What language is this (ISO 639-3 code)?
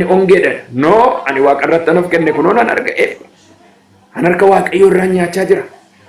orm